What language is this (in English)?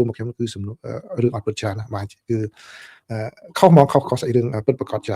Khmer